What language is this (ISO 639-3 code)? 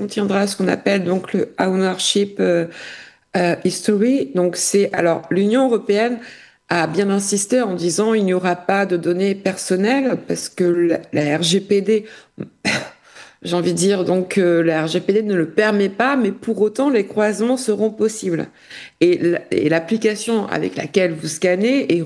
fra